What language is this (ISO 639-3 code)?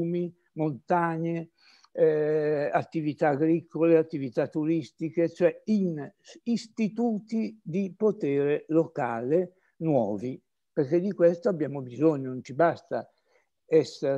ita